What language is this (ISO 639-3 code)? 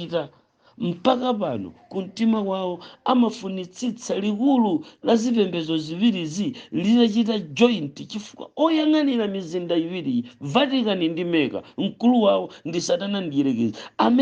nya